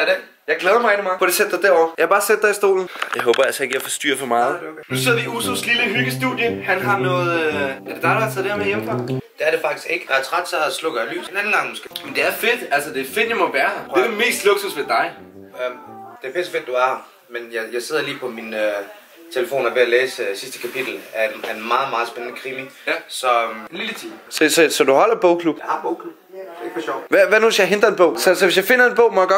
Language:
Danish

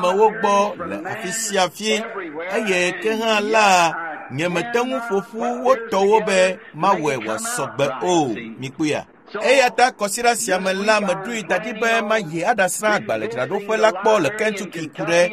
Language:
Ewe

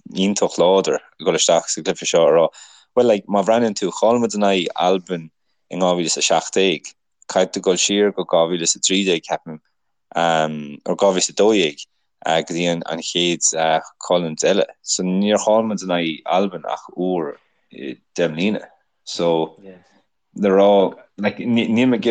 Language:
Irish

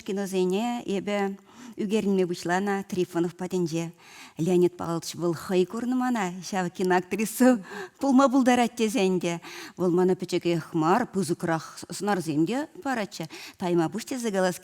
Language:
Chuvash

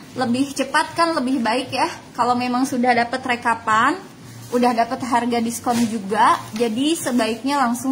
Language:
Indonesian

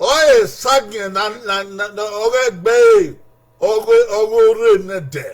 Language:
Bini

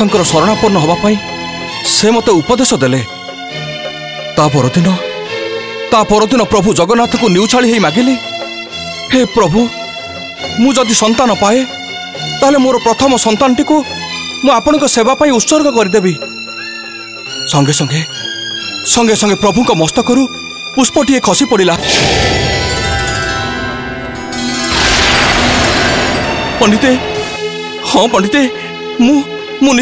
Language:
Odia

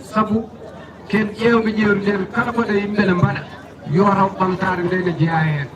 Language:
Fula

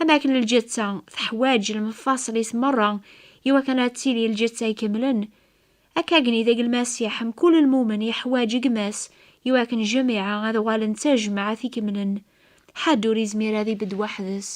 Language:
Kabyle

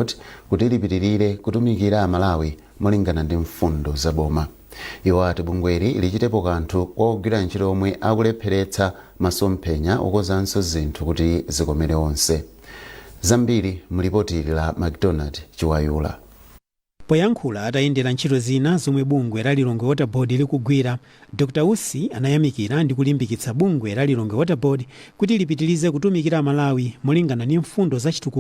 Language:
Nyanja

